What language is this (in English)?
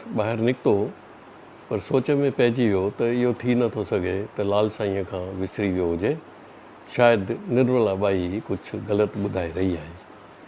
Sindhi